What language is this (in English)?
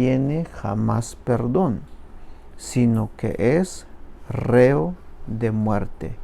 Tzeltal